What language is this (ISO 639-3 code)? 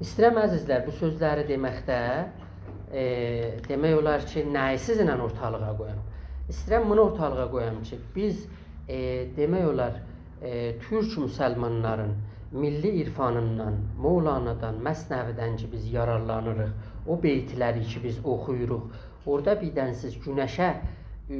azb